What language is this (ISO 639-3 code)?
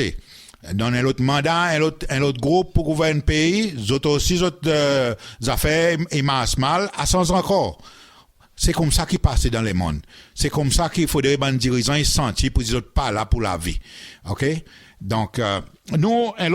crs